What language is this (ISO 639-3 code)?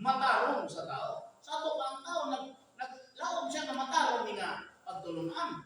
ceb